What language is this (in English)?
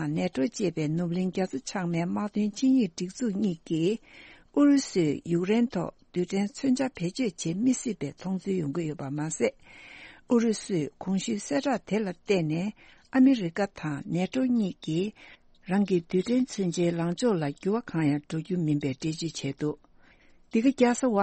Tibetan